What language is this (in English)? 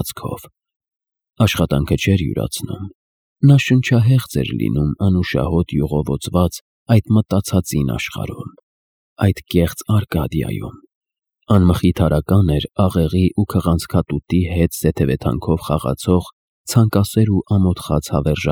Armenian